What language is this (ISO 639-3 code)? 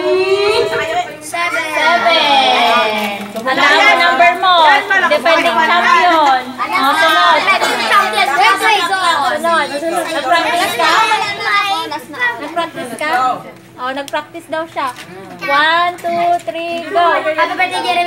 fil